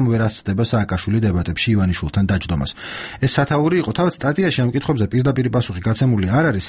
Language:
Georgian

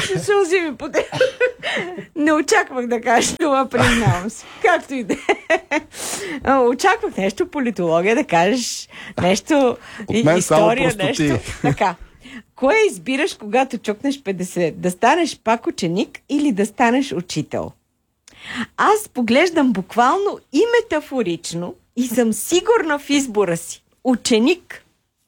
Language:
Bulgarian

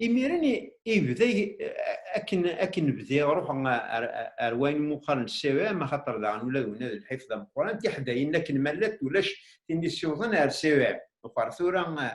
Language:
Kabyle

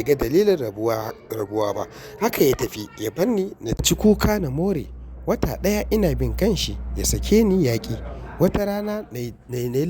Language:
Hausa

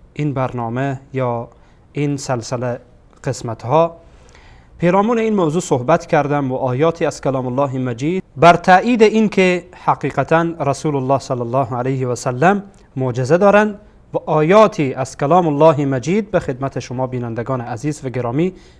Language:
Persian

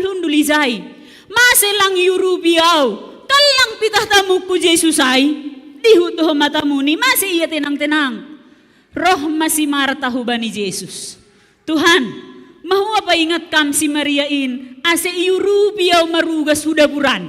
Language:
Batak Simalungun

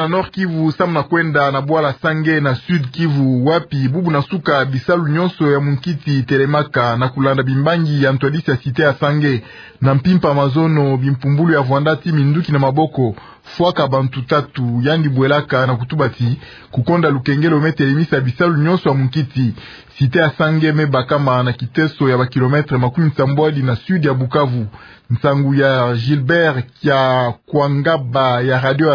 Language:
Kituba (Democratic Republic of Congo)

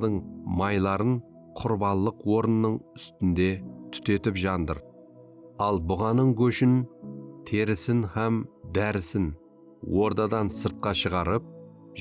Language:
Kara-Kalpak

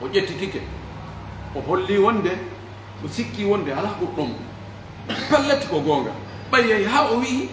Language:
Pular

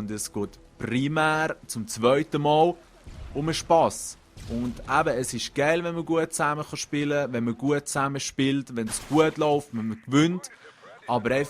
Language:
Swiss German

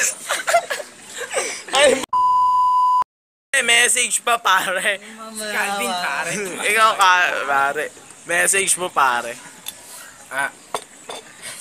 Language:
Filipino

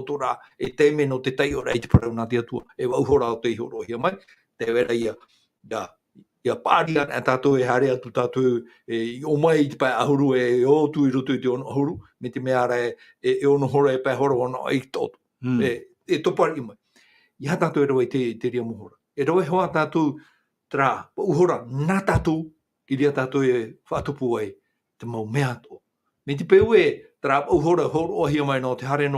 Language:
Tahitian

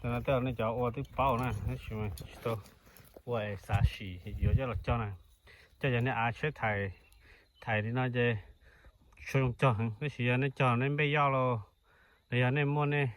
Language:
Hmong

